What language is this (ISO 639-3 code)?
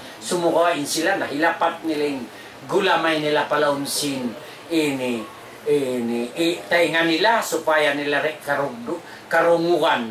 tsg